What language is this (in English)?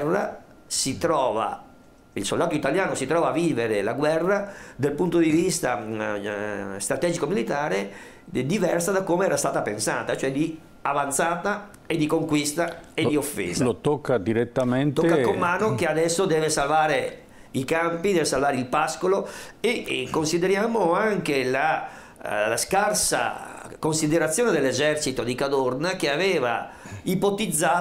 Italian